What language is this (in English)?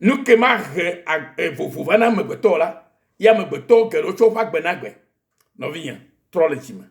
Ewe